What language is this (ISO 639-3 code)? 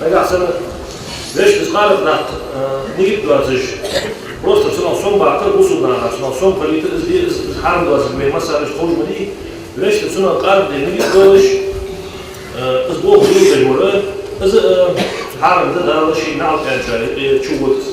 inh